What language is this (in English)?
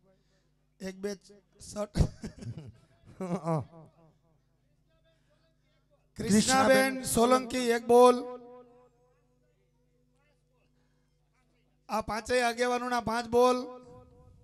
Gujarati